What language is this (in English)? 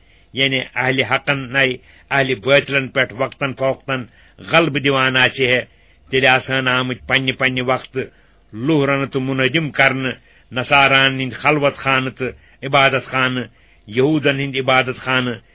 Kashmiri